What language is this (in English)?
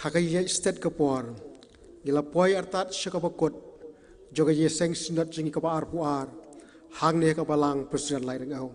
Khasi